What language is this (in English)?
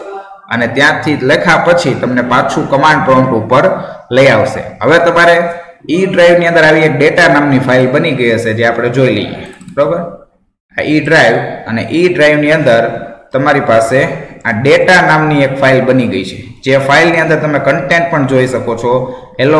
Gujarati